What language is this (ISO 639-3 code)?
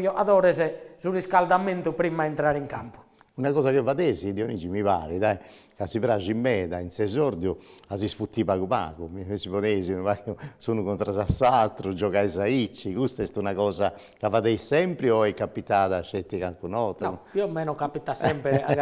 srd